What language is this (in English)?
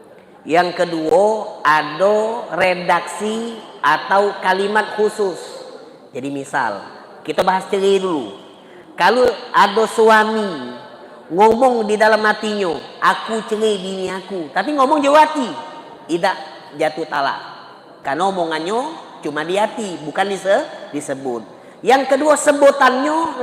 Musi